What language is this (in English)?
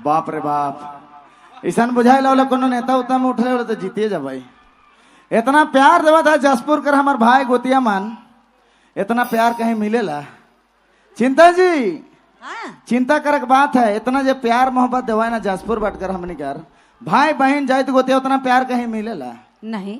Sadri